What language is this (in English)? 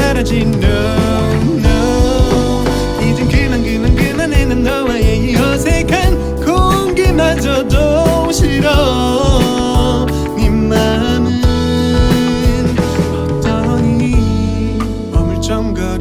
Korean